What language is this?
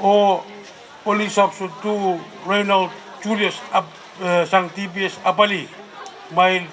Pohnpeian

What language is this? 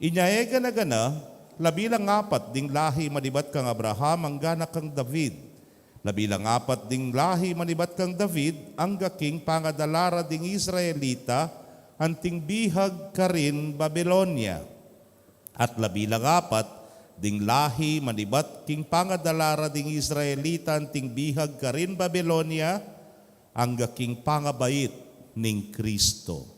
Pampanga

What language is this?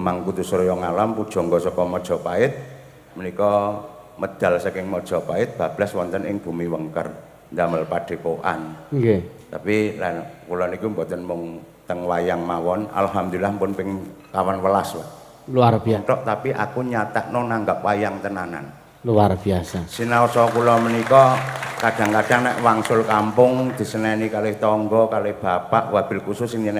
Javanese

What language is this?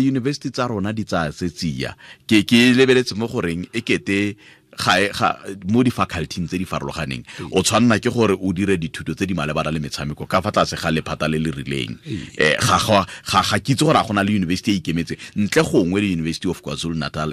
Tswana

